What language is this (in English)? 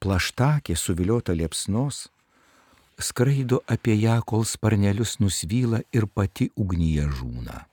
Lithuanian